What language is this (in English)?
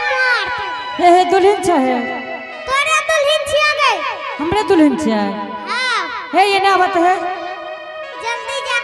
Angika